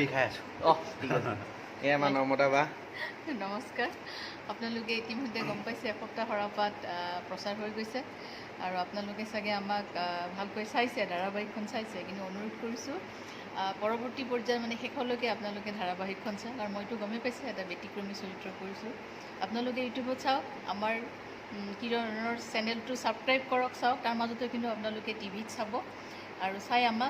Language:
Assamese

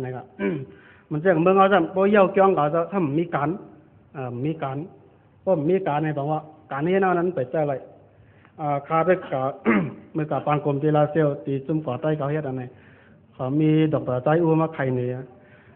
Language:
Shan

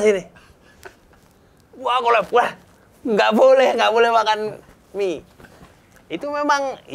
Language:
Indonesian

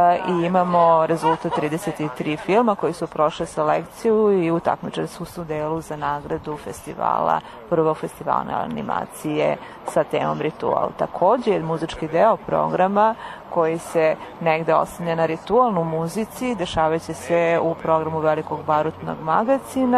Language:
Serbian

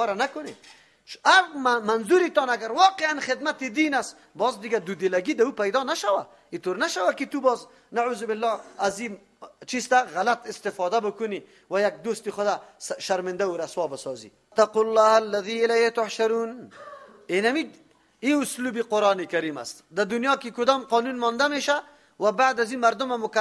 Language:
Persian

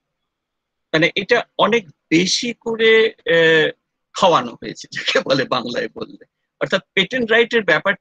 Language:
Bangla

